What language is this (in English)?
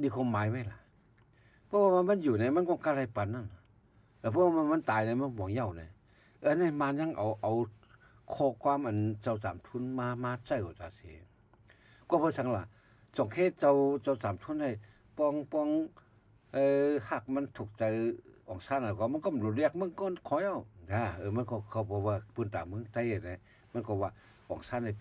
Shan